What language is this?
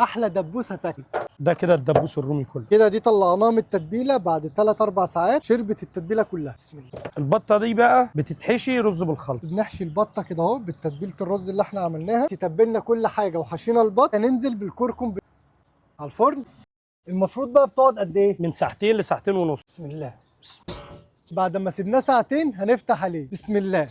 Egyptian Arabic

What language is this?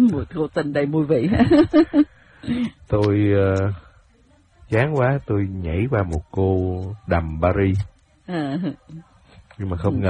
Vietnamese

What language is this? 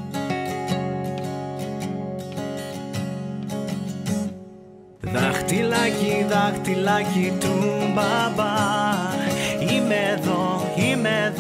Greek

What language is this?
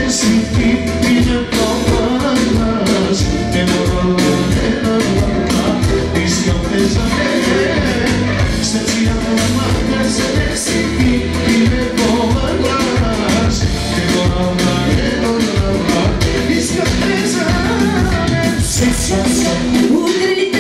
Bulgarian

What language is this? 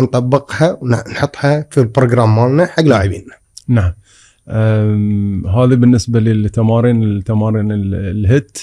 Gulf Arabic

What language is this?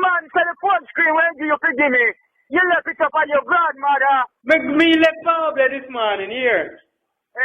Jamaican Creole English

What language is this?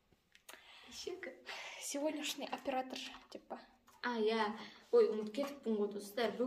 Kazakh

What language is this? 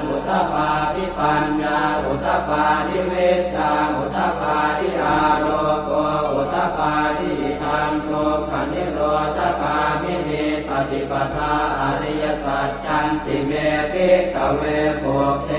Pali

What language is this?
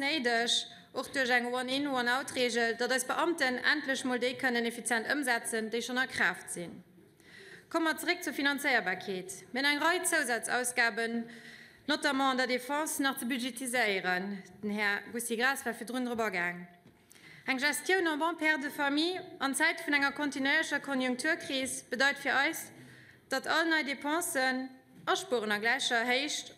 Luxembourgish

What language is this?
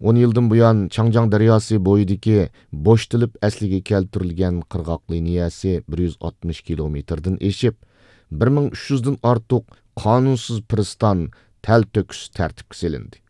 Uyghur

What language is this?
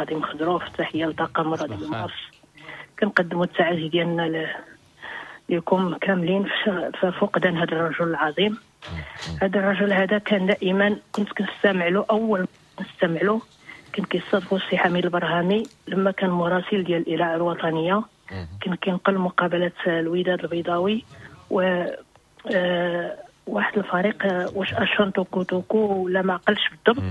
Moroccan Arabic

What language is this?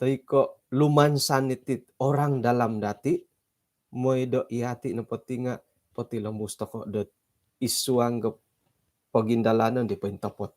Central Dusun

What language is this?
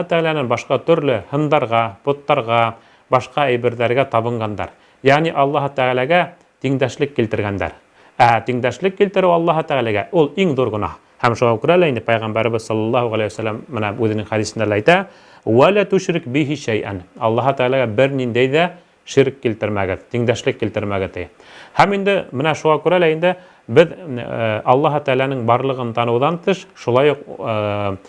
Bashkir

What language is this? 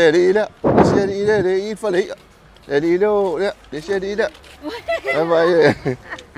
Samoan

